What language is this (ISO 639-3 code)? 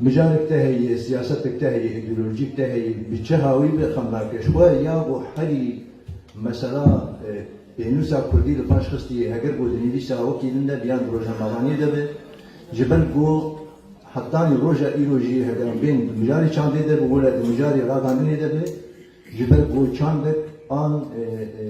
kur